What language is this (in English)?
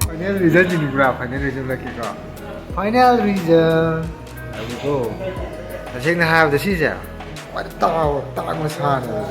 Manipuri